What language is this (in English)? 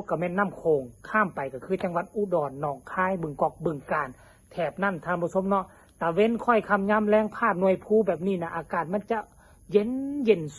Northeastern Thai